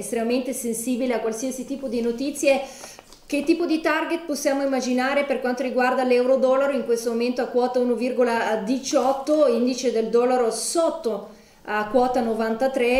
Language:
Italian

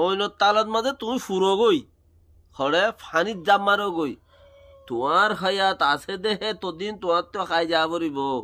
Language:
Rohingya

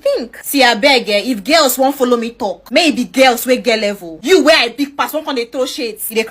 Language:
Nigerian Pidgin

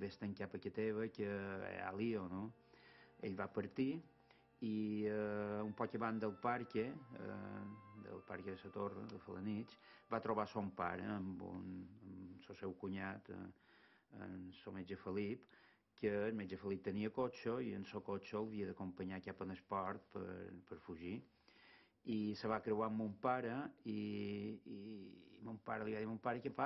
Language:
Catalan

